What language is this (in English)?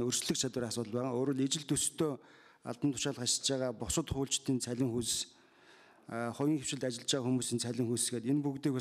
Mongolian